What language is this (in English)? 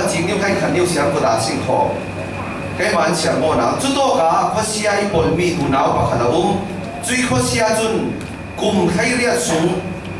Falam Chin